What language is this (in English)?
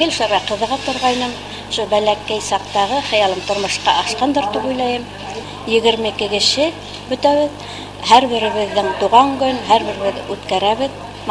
Bashkir